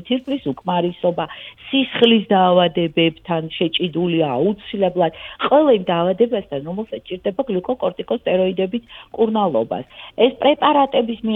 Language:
Georgian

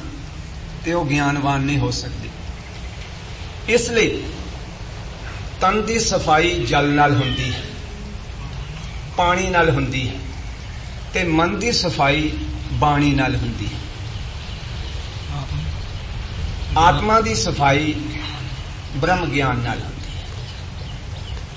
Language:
Punjabi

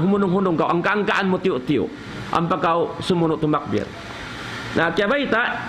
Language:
Tausug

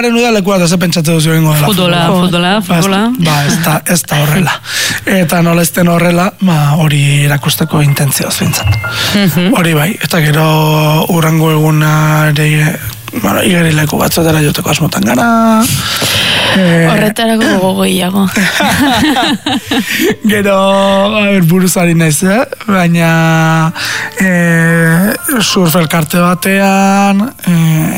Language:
Basque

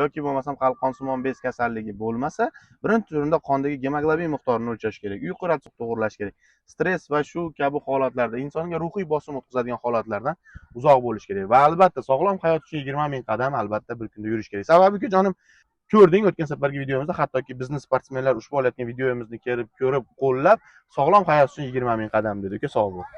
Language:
Uzbek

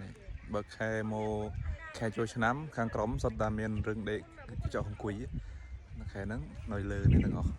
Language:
Khmer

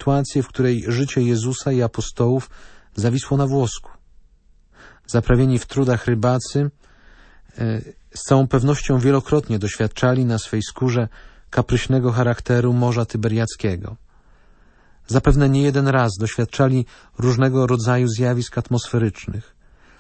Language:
Polish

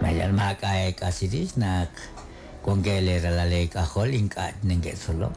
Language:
Kekchí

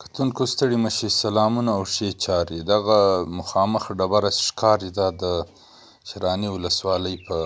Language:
Pashto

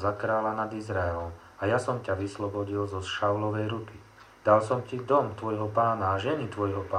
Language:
Slovak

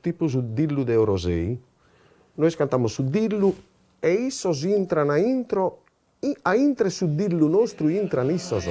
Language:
Sardinian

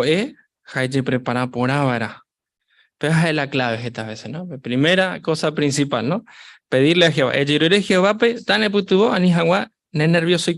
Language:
Guarani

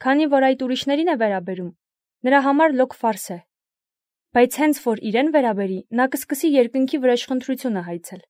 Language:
Armenian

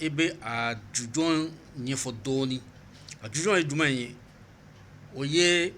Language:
Bambara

